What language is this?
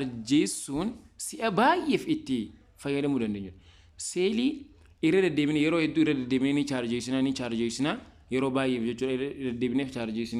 Oromo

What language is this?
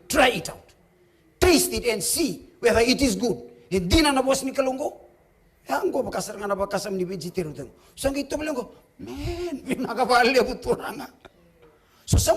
Fijian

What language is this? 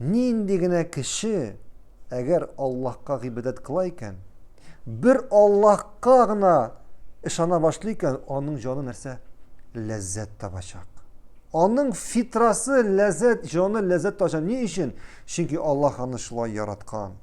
Tatar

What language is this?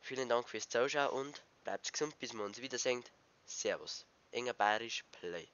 Bavarian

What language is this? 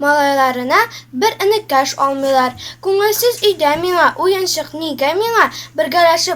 Tatar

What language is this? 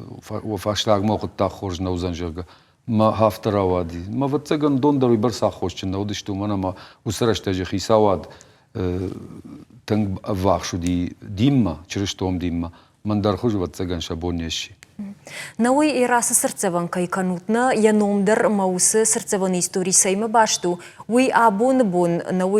Ossetic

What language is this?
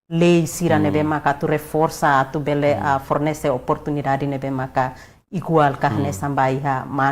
Tetum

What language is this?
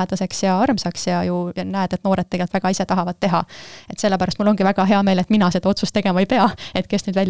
Estonian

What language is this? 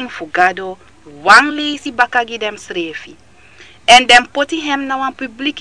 Sranan Tongo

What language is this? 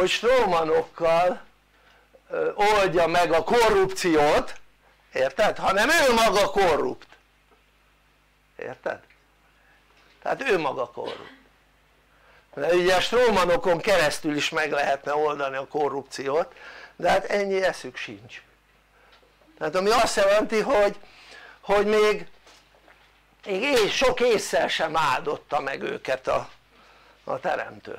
Hungarian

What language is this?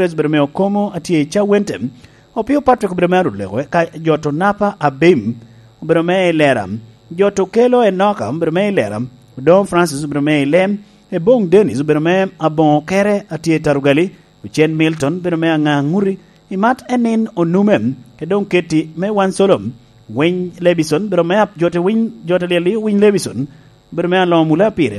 Lango (Uganda)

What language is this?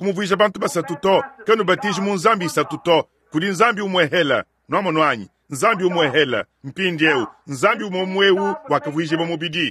Luba-Lulua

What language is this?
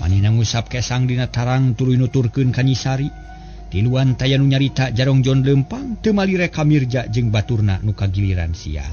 Sundanese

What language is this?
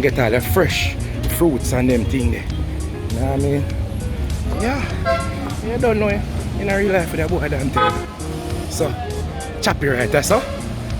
Jamaican Creole English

